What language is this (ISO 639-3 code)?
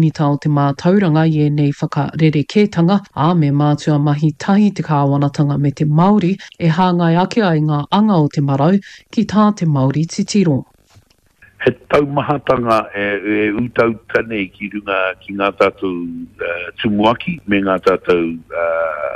mri